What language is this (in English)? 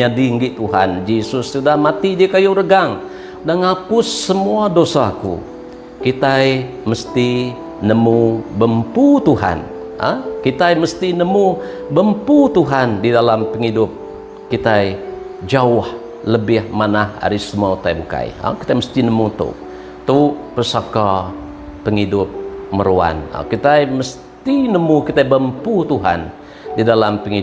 Iban